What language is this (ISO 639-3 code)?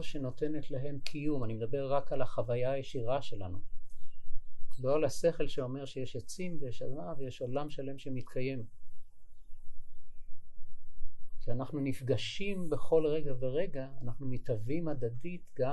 heb